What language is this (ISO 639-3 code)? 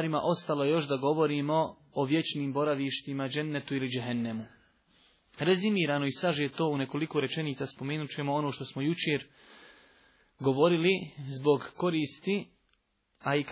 bos